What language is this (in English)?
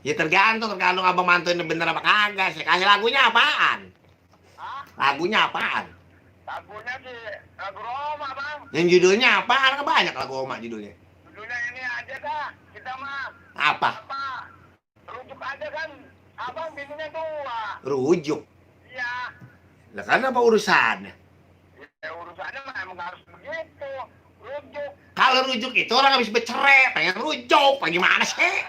Betawi